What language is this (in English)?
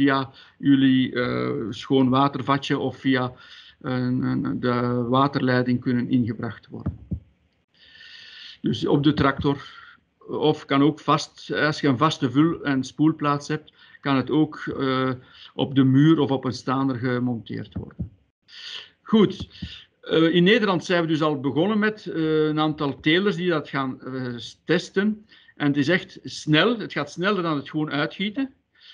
Dutch